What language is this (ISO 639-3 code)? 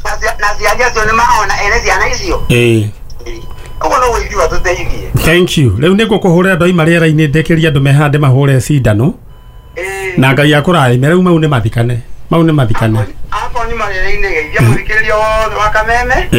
kik